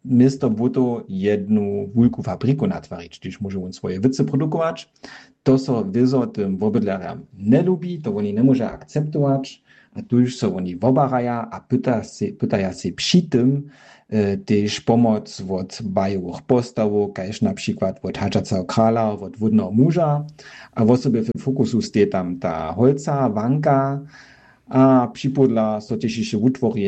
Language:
Upper Sorbian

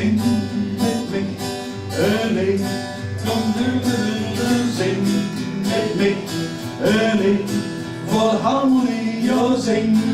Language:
Limburgish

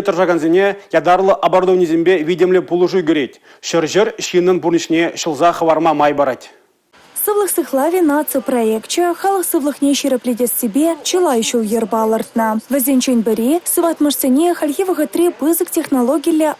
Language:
Chuvash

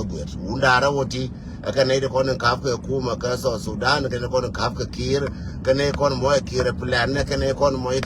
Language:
Nuer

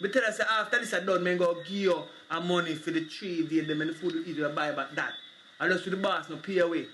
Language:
Jamaican Creole English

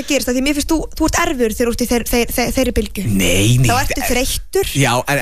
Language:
Icelandic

